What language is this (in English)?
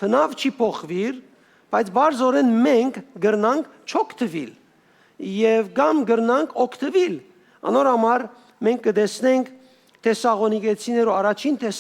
Western Armenian